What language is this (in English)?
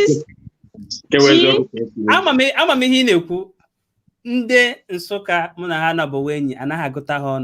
Igbo